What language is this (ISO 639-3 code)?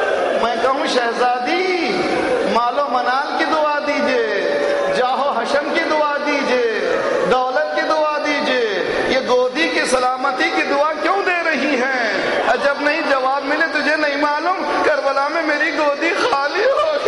urd